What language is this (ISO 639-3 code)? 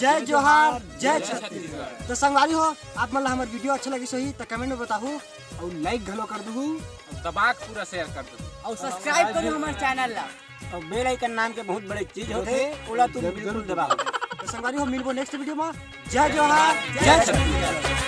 hne